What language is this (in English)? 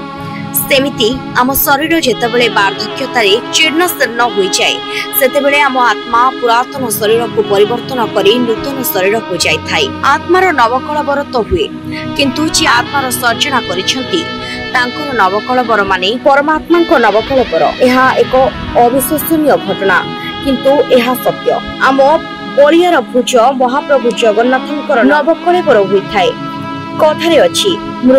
Odia